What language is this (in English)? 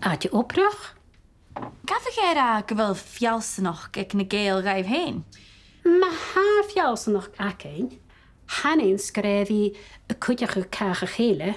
Scottish Gaelic